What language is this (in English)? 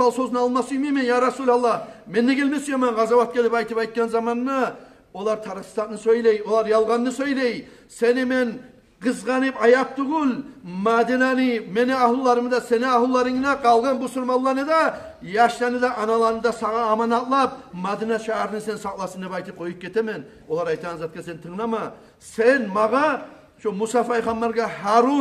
Kumyk